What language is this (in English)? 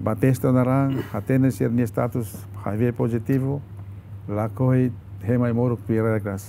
Tetum